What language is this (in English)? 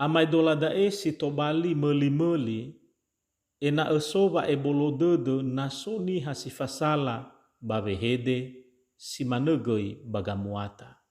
Nias